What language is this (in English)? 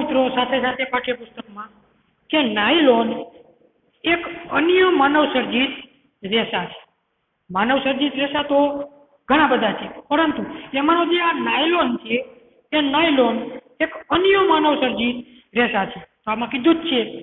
Gujarati